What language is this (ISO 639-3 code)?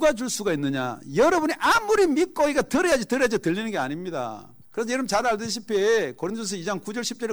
kor